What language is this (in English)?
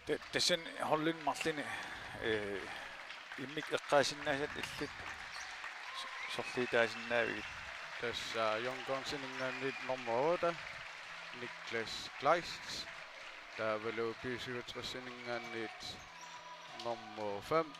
Kalaallisut